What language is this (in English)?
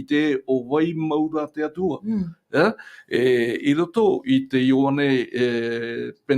Tahitian